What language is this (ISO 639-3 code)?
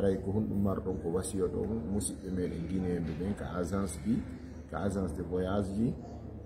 ful